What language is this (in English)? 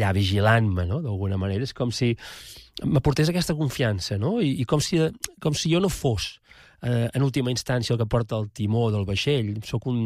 Catalan